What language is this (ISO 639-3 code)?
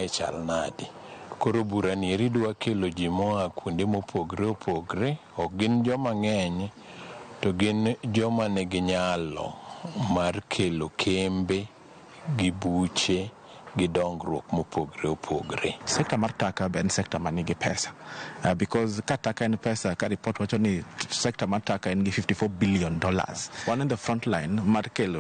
luo